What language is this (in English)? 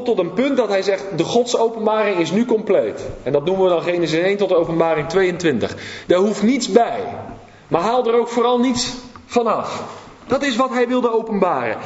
Dutch